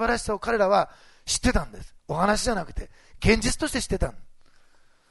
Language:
Japanese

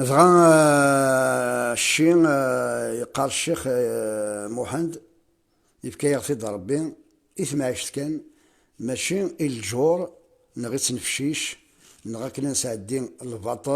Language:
Kabyle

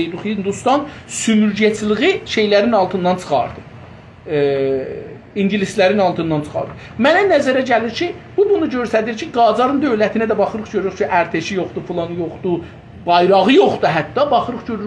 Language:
South Azerbaijani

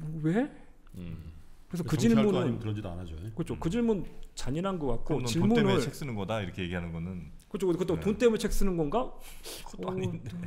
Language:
Korean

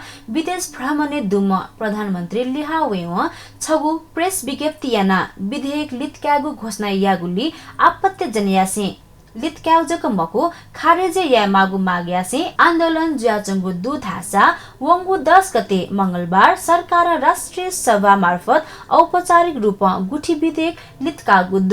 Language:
Newari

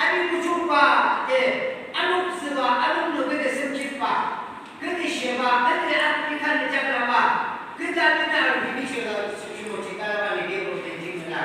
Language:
Yimchungru Naga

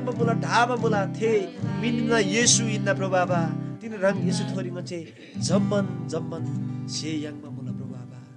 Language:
Eastern Tamang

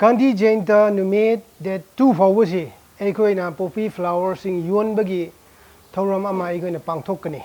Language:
Manipuri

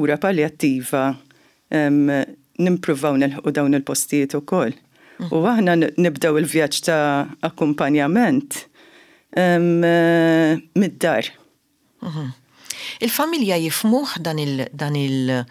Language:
Maltese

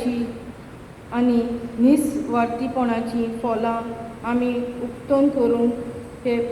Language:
Konkani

